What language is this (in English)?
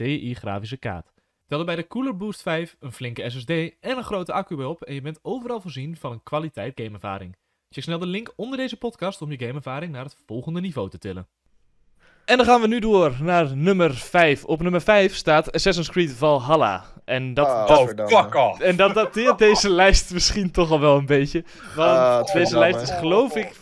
Dutch